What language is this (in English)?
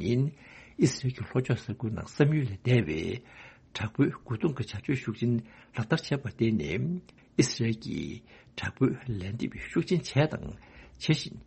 Tibetan